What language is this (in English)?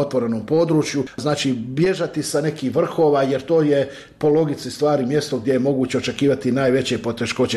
Bosnian